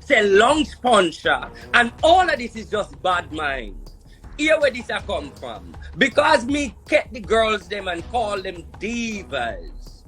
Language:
Jamaican Creole English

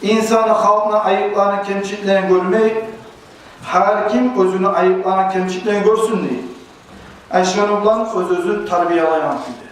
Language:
Kumyk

